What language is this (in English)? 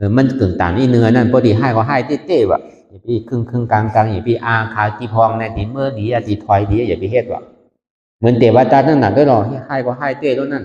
Shan